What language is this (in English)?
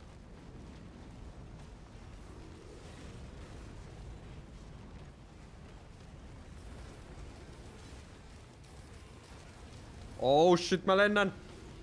Finnish